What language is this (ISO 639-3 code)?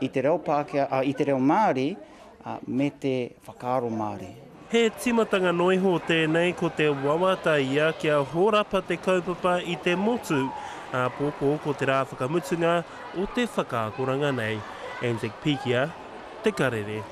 mri